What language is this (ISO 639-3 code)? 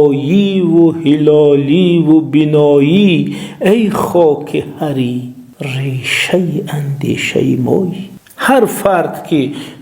tgk